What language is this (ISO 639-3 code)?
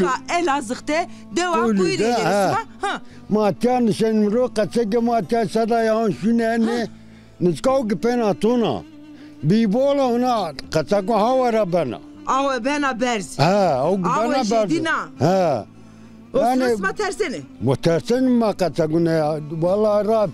zza